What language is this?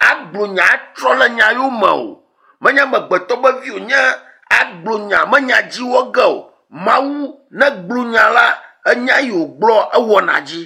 Ewe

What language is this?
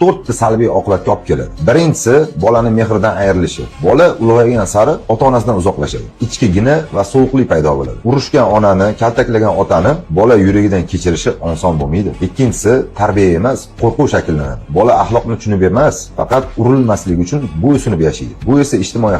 Uzbek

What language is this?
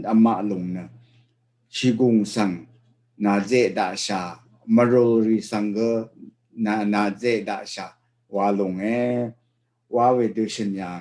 Rawang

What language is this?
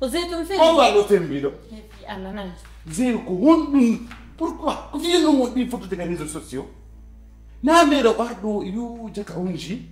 Fula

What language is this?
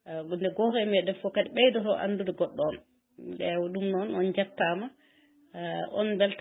Fula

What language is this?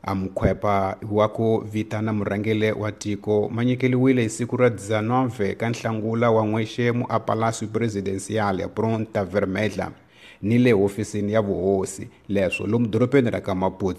Tsonga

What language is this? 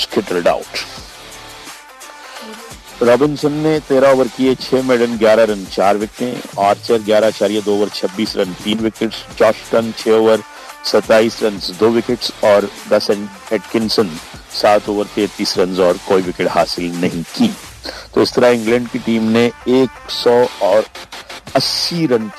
Urdu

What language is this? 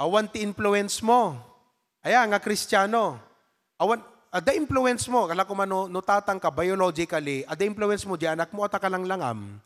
Iloko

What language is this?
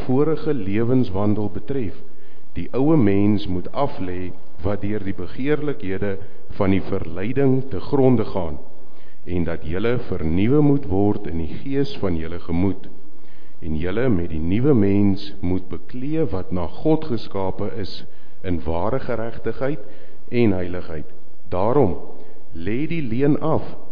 Afrikaans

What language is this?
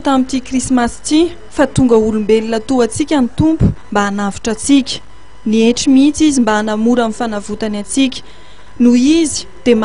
Malagasy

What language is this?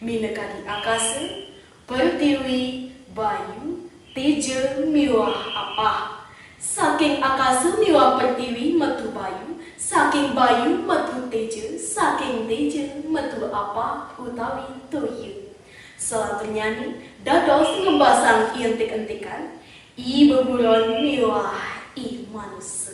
Balinese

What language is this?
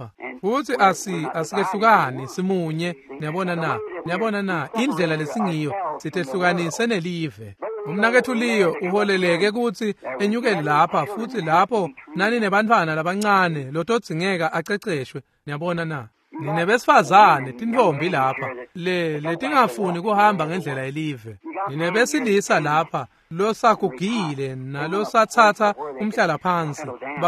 Swati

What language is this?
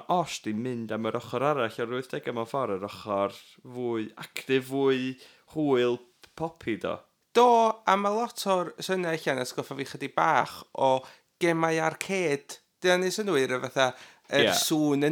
Welsh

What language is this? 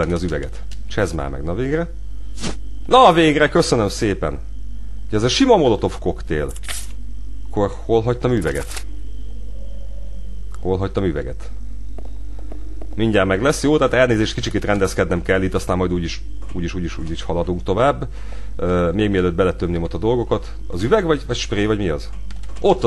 Hungarian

